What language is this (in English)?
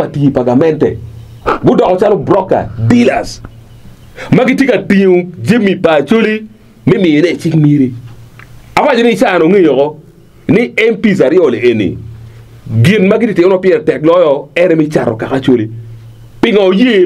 Acoli